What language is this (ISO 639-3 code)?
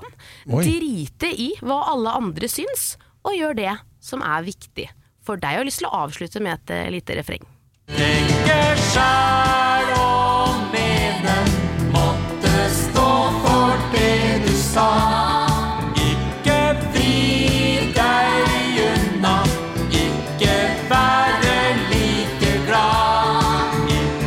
nor